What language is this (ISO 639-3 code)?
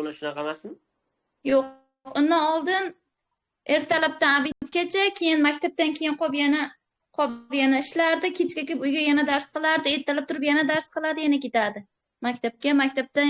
uzb